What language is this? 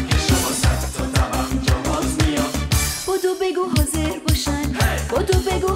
Persian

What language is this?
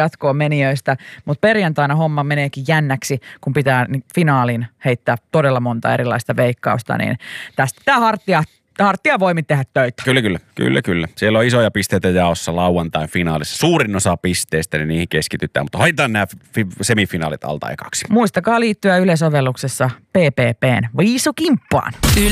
Finnish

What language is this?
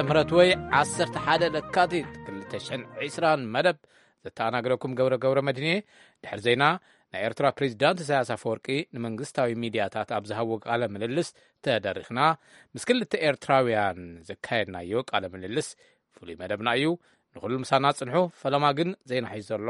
Tigrinya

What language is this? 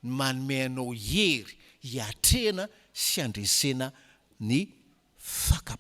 Malagasy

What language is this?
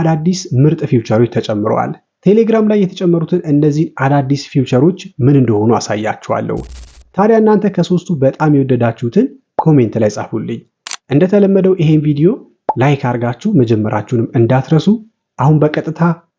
Amharic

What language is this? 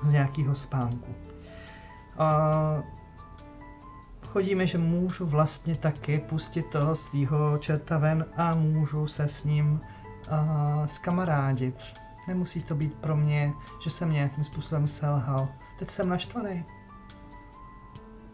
Czech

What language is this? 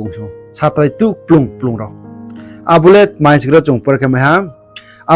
Riang (India)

